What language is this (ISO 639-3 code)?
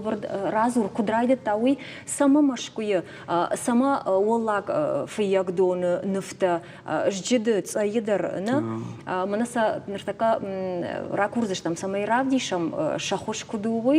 oss